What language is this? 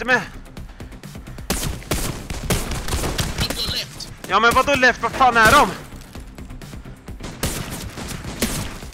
Swedish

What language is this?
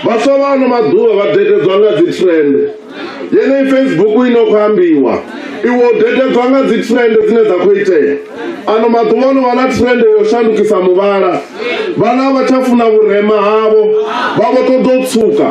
Venda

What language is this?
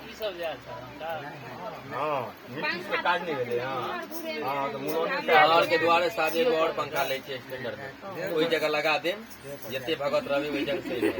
Maithili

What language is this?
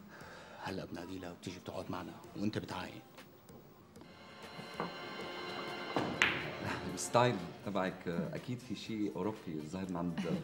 North Levantine Arabic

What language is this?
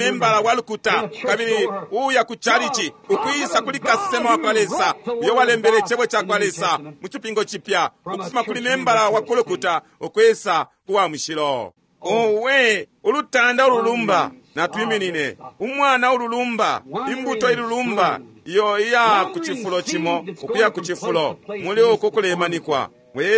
Bemba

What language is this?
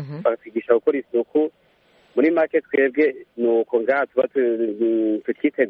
Kinyarwanda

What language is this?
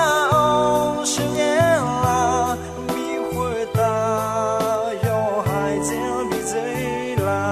Akha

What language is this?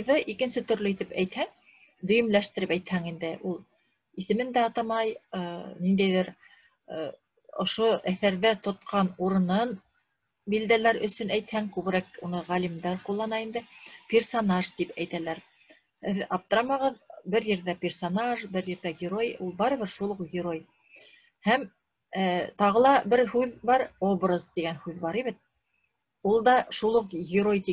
Bashkir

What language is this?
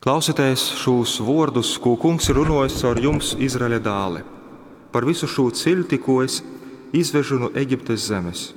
Latgalian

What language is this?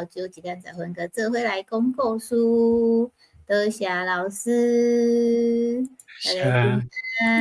Min Nan Chinese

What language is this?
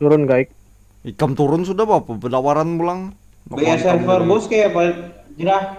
Banjar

